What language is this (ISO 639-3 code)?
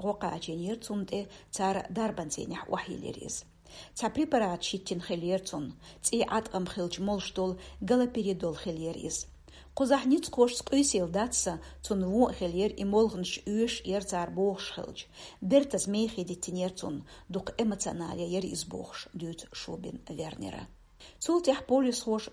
che